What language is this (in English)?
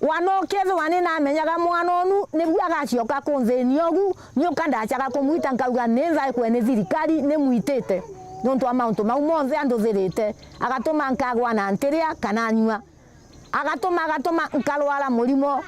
Meru